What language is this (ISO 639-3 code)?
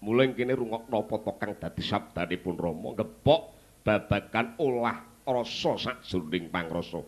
jav